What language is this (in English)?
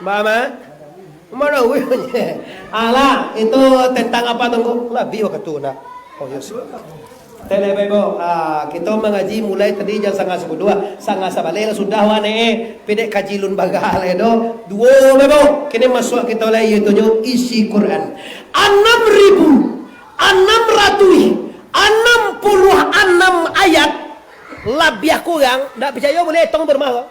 Minangkabau